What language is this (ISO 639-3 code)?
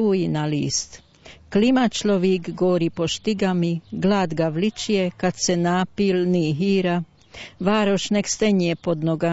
hrv